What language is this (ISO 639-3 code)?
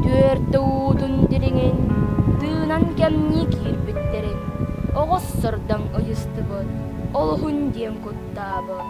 sah